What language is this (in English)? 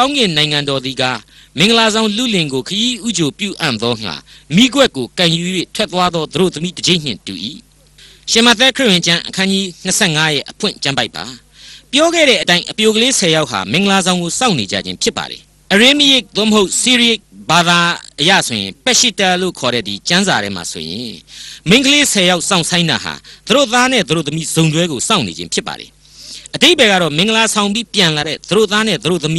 Burmese